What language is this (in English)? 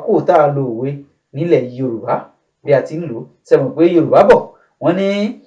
Yoruba